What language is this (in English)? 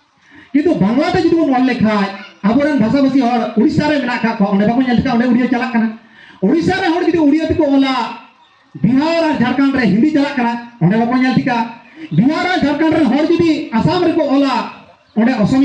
Santali